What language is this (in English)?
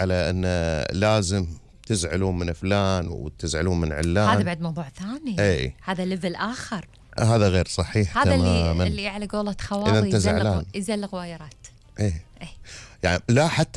Gulf Arabic